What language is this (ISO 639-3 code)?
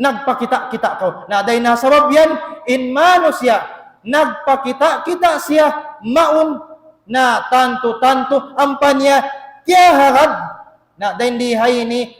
tsg